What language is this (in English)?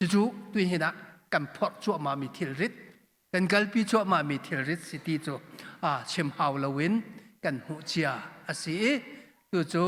Hakha Chin